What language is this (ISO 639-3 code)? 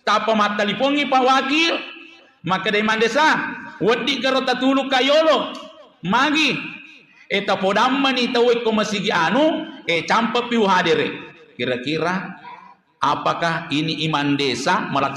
bug